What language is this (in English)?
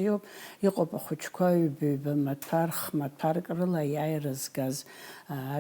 Abkhazian